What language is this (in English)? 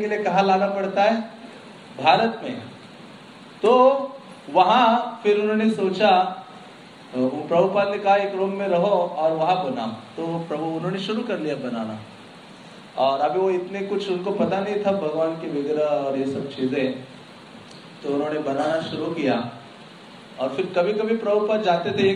Hindi